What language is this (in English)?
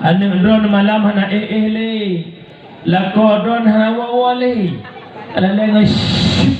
Achinese